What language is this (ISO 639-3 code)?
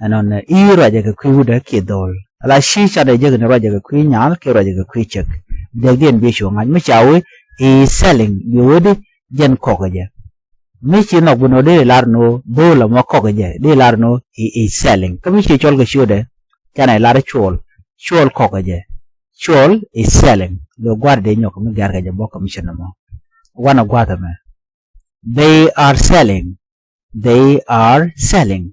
nus